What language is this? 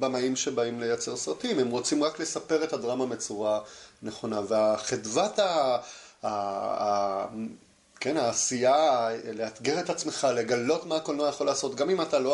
Hebrew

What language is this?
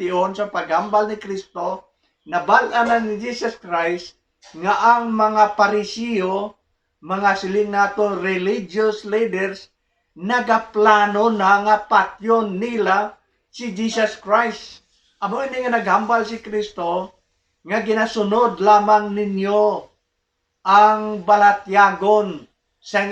Hiligaynon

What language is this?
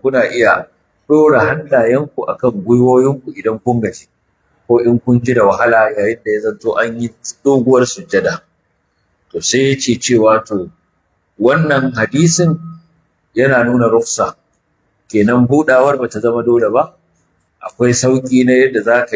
Hausa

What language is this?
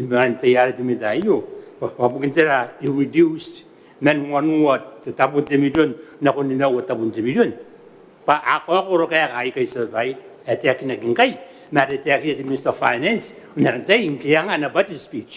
Gilbertese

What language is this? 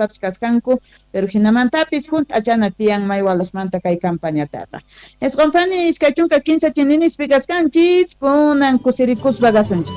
Quechua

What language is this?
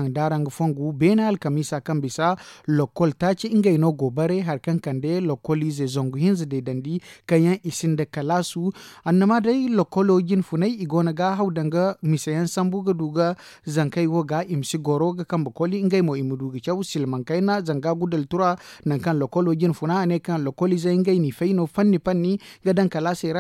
Zarma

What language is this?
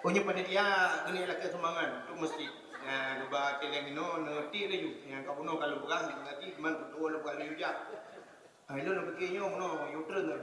Achinese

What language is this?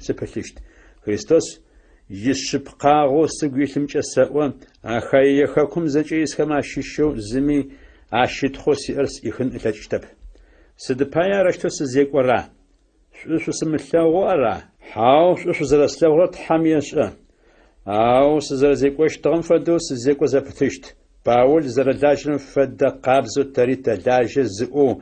Adyghe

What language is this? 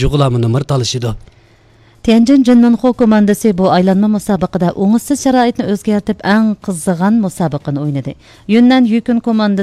Uyghur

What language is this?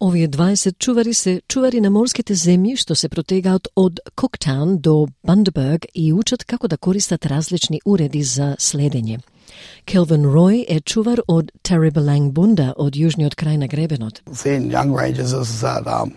Macedonian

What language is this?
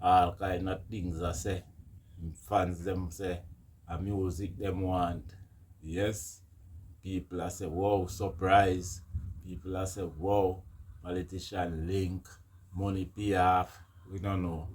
Jamaican Creole English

